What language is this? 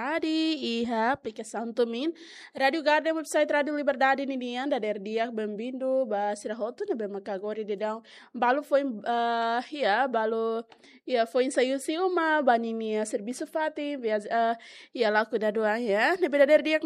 Tetum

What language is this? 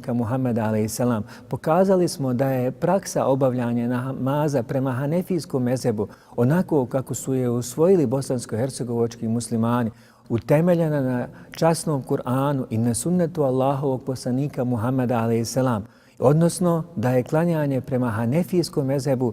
Bosnian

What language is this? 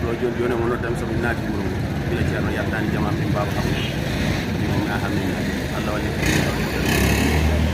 Fula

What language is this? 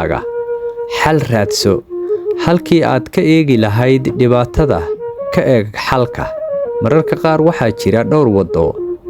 Somali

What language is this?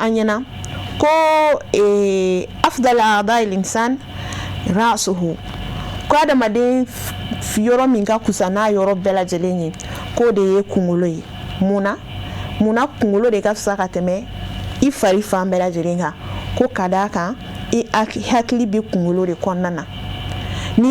Bambara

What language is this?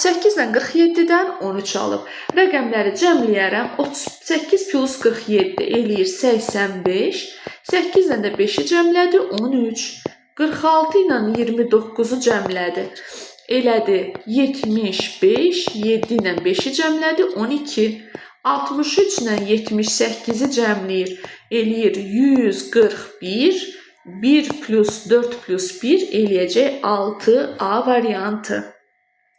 Azerbaijani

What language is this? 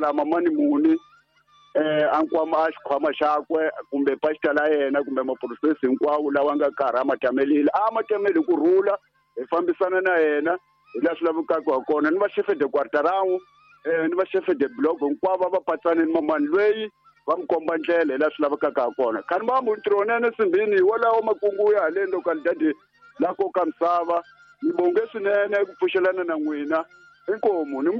Tsonga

